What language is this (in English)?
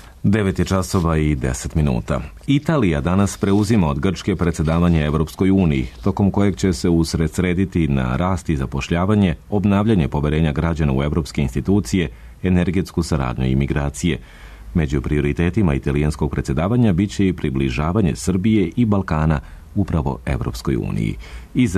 Serbian